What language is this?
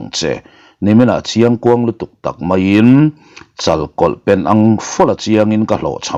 Mizo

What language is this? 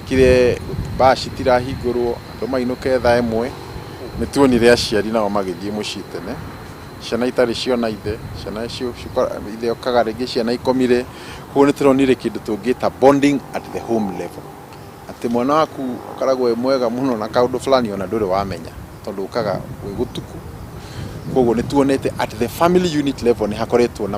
Kikuyu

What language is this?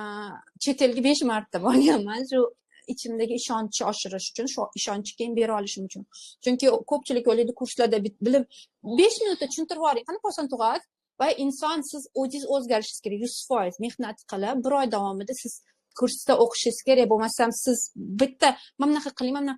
Uzbek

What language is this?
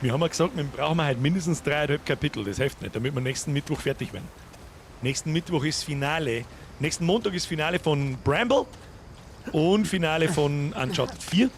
Bavarian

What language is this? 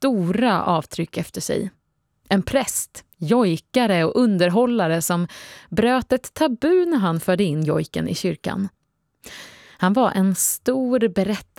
Swedish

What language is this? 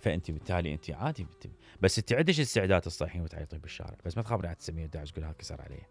Mesopotamian Arabic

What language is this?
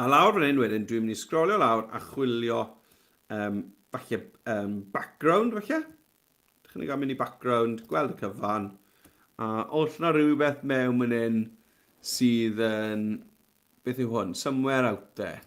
Welsh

